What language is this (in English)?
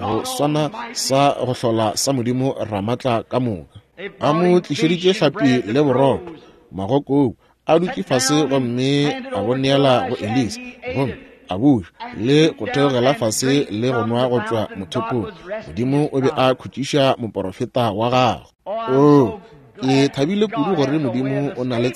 Northern Sotho